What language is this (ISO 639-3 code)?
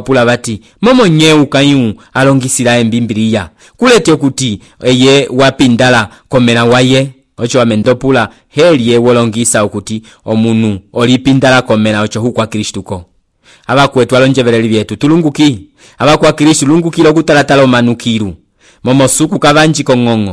umb